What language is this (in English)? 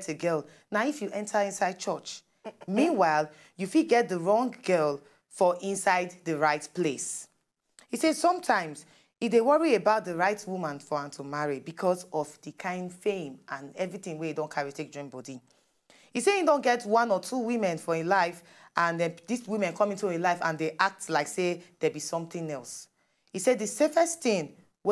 Nigerian Pidgin